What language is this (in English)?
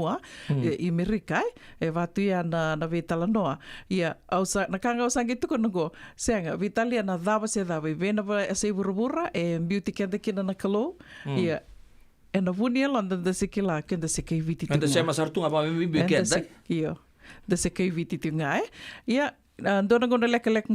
Fijian